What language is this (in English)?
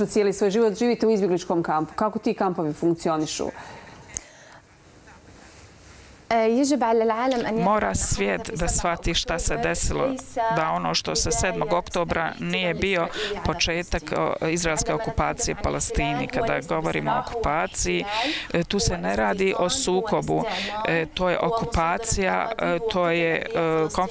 Bosnian